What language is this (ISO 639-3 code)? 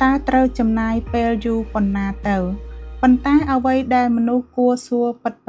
khm